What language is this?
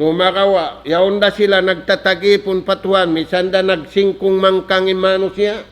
Tausug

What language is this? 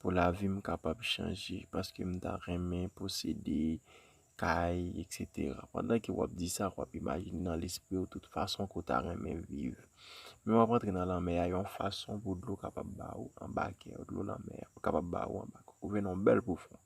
Haitian Creole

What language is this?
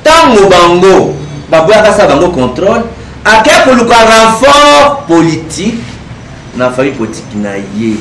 Lingala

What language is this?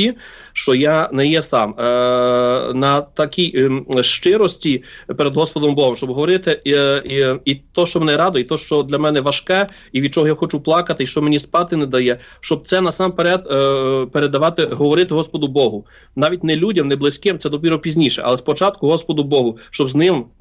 Ukrainian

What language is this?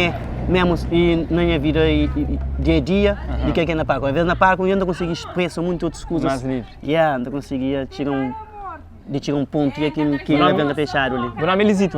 Kabuverdianu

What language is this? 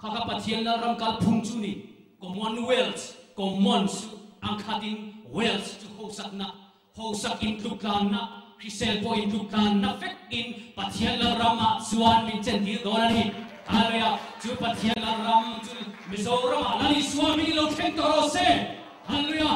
Mizo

